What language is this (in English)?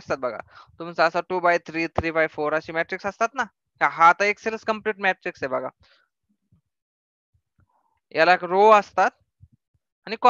Marathi